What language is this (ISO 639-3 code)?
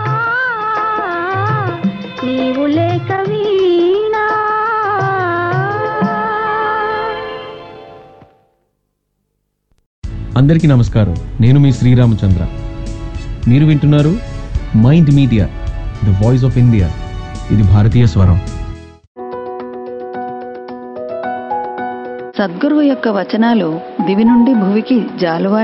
tel